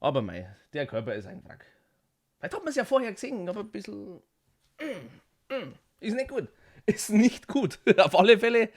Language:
Bavarian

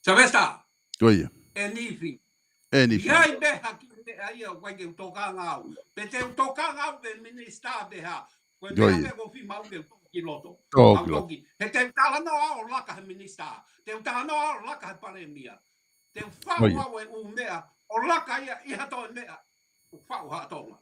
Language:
Tongan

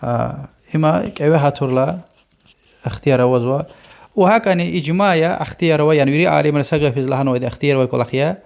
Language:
Lezghian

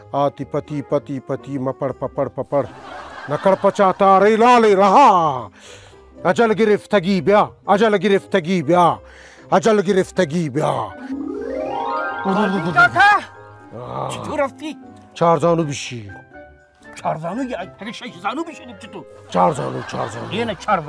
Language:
Persian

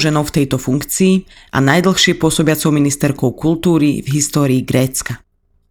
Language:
Slovak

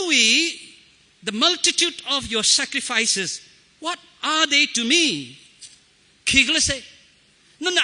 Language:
Tangkhul Naga (India)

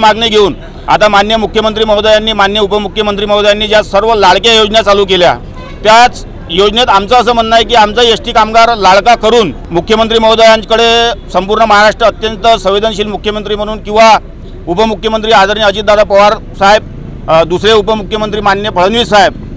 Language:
Marathi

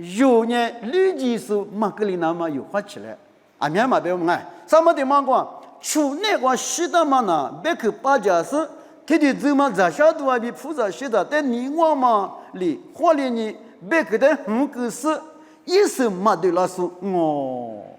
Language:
Lisu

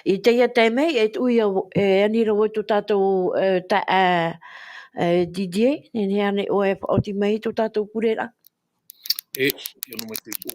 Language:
Tahitian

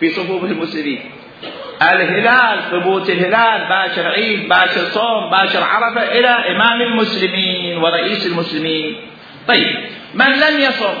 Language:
Mesopotamian Arabic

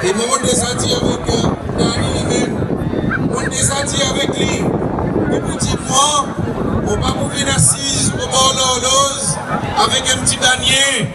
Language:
Seselwa Creole French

